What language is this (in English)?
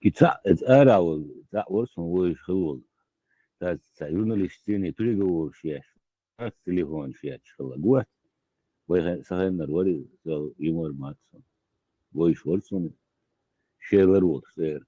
Chechen